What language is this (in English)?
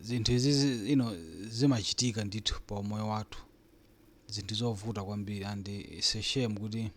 Nyanja